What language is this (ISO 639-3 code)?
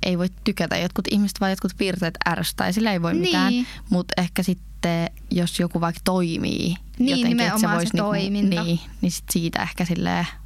fin